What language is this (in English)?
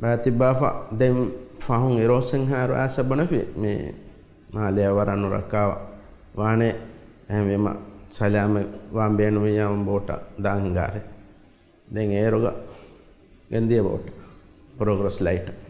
Divehi